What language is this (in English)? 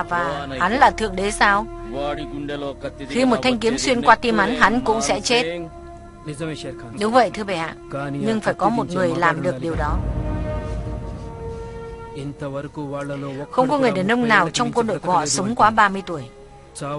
Vietnamese